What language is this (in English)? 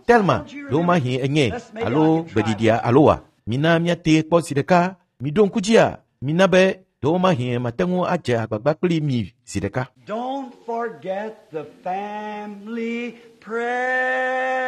Ewe